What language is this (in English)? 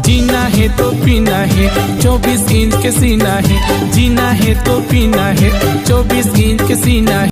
Chhattisgarhi